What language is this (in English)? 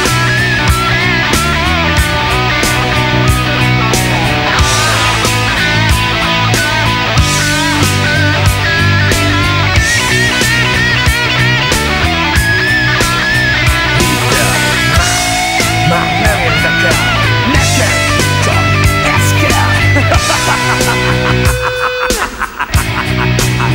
Hungarian